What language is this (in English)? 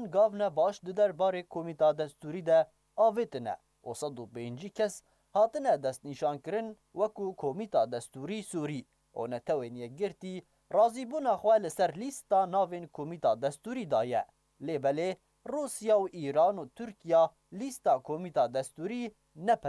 Kurdish